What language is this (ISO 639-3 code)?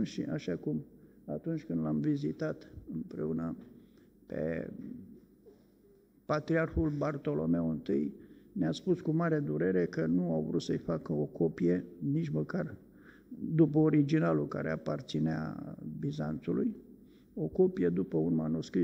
ron